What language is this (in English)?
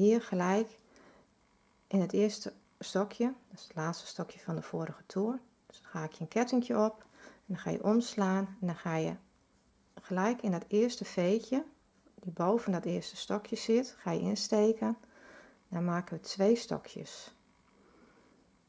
Dutch